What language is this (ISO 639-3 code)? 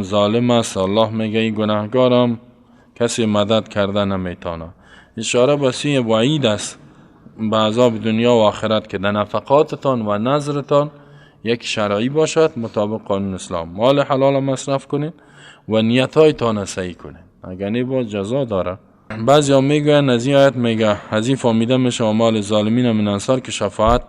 fas